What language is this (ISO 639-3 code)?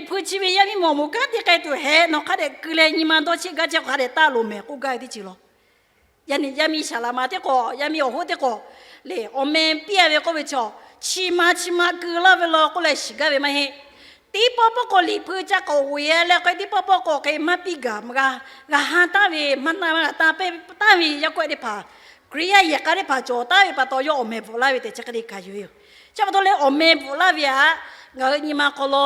lhu